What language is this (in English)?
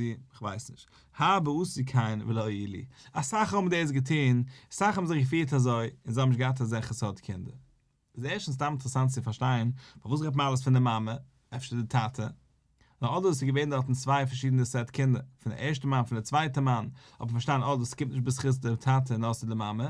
Yiddish